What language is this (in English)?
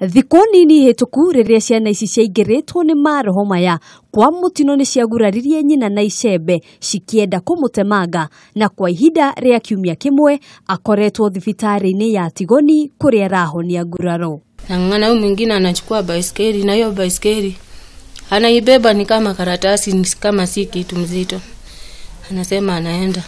Kikuyu